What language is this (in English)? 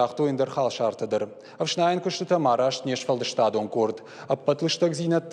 Ossetic